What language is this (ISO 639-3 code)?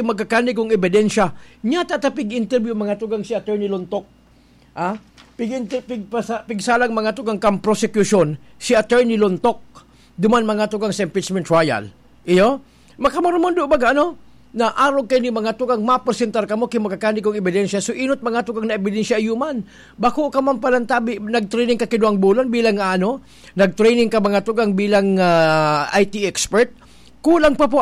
bik